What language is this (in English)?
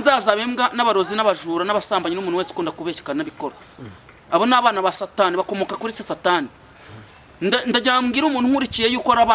Kinyarwanda